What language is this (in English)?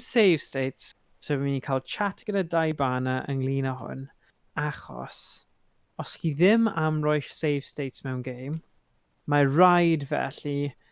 Welsh